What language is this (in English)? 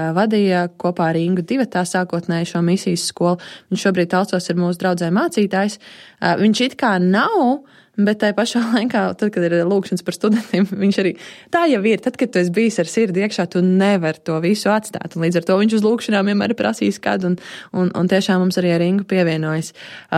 Latvian